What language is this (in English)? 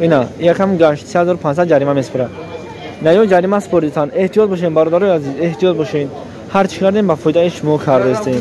Tajik